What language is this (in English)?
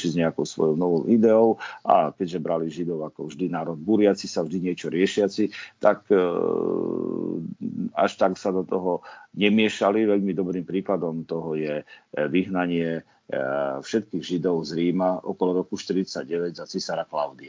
Slovak